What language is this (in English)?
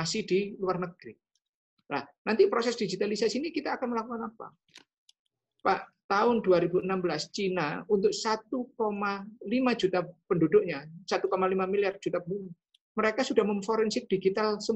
Indonesian